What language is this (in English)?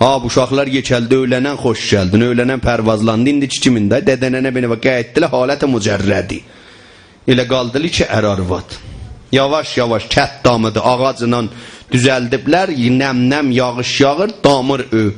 South Azerbaijani